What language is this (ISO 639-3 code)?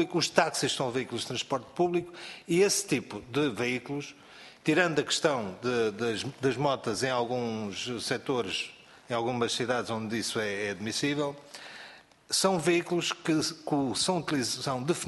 por